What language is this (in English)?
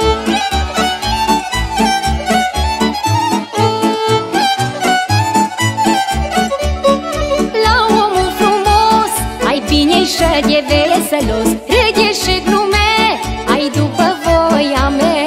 Romanian